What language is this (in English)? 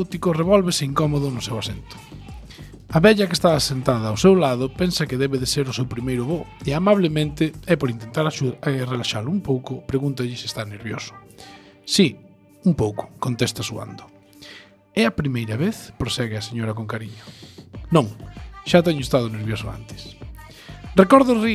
Galician